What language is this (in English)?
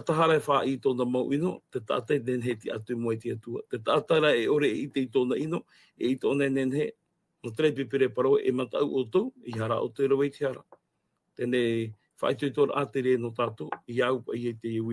Tahitian